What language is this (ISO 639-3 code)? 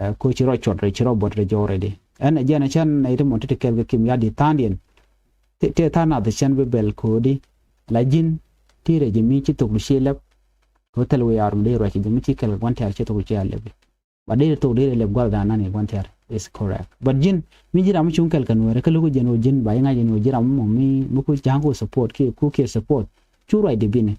nus